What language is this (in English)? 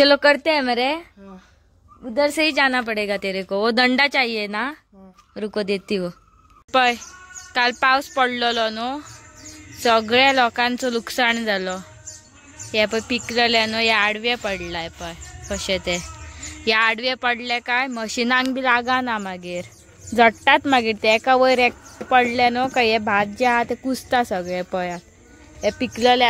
Konkani